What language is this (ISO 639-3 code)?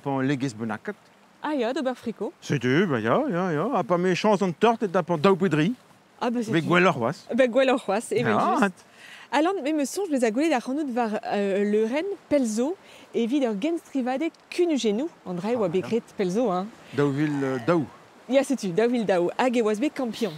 bre